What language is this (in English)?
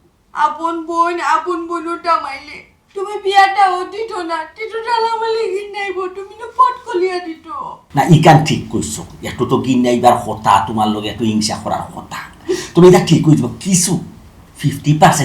Sylheti